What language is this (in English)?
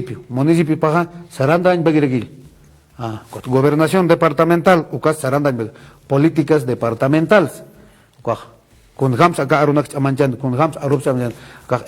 Aymara